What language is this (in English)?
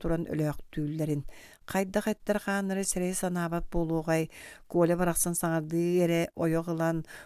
Yakut